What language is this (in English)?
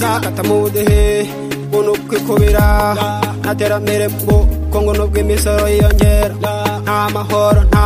Kinyarwanda